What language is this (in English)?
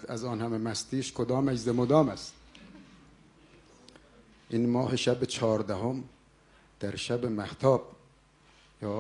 Persian